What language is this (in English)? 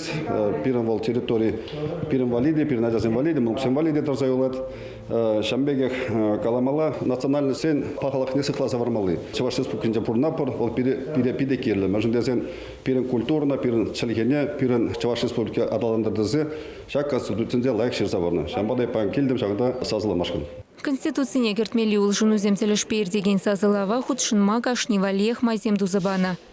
Chuvash